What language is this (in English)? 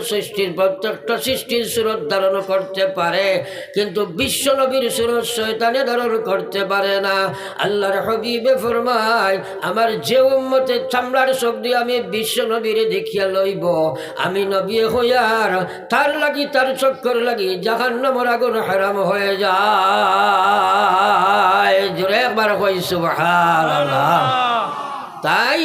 Sylheti